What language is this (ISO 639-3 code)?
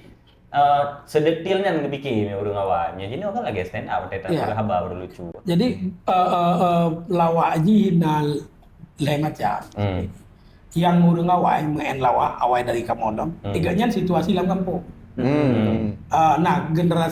ace